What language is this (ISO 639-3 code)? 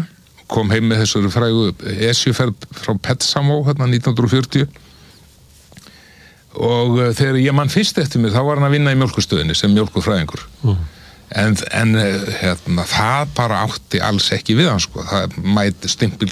isl